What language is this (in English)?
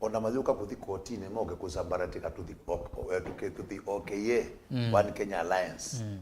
Kamba